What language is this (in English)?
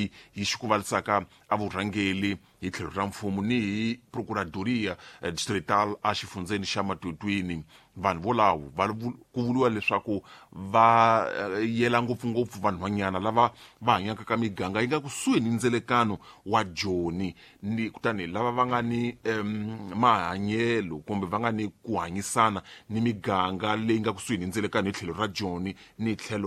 Tsonga